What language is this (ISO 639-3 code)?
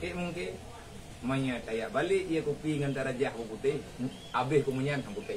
ace